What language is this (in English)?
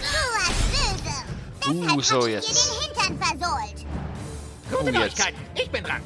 Swiss German